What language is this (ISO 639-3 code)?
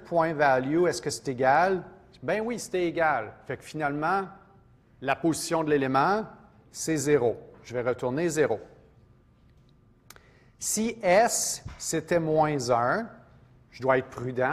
fra